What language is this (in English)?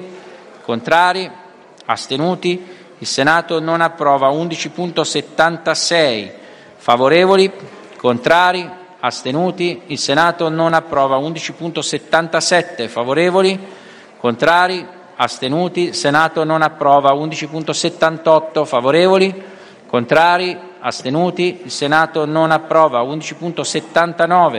Italian